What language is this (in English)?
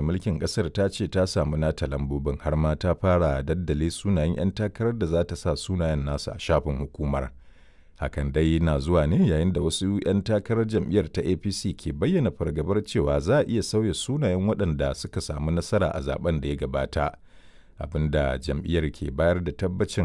Hausa